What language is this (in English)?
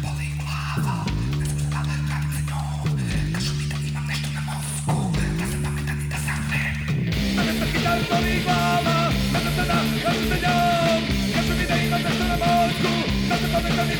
Serbian